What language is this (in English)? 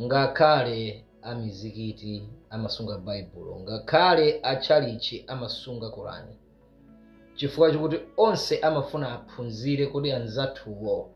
Nyanja